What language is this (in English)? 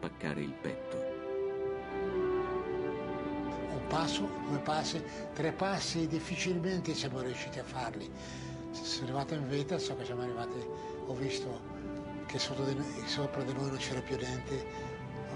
Italian